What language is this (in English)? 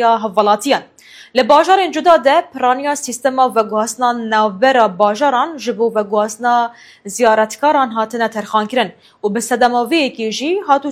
Kurdish